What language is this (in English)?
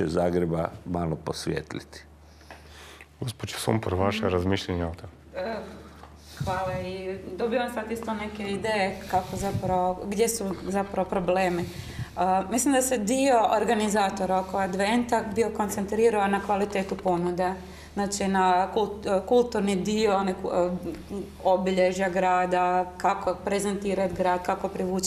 Croatian